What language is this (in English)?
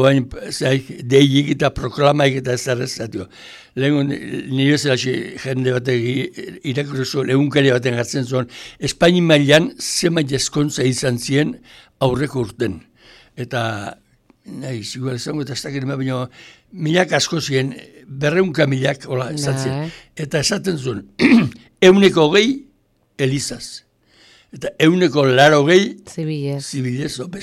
Basque